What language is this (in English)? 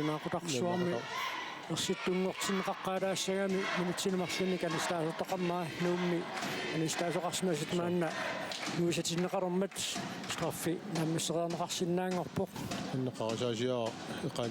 Kalaallisut